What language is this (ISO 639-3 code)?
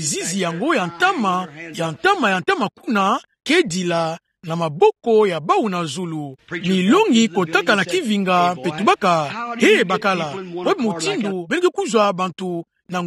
ktu